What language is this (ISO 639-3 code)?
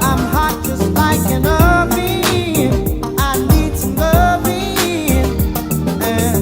jam